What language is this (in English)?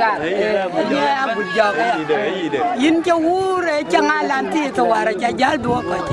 Dinka